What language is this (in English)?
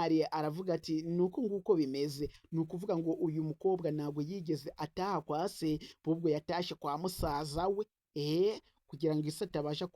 Kinyarwanda